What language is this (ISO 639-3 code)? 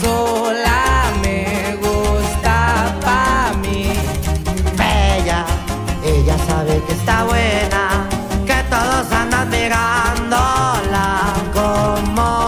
spa